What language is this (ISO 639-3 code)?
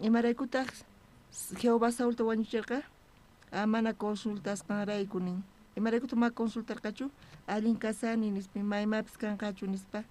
quh